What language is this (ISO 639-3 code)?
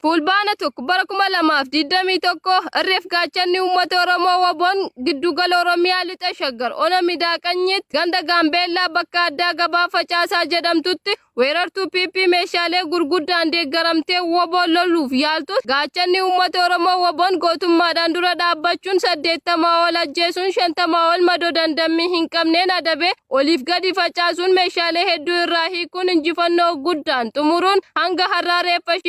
orm